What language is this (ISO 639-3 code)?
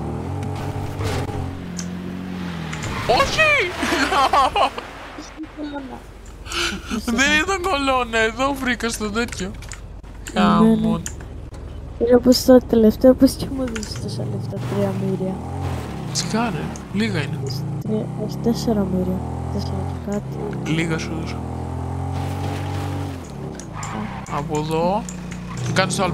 ell